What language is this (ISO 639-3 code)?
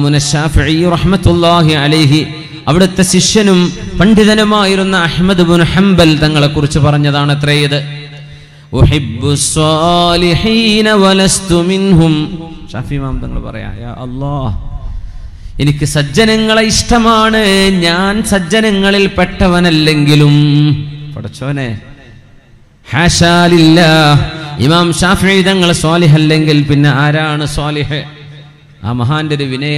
mal